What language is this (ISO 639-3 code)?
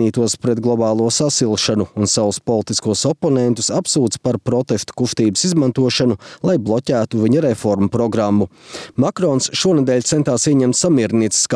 lav